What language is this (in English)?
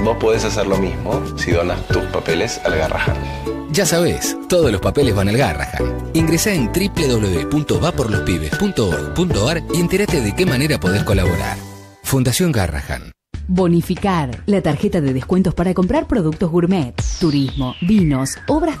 Spanish